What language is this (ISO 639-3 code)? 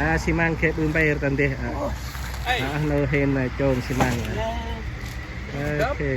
cmo